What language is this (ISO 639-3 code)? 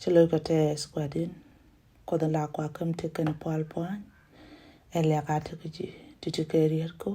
nus